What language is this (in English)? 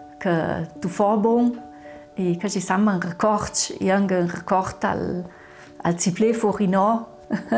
Ladin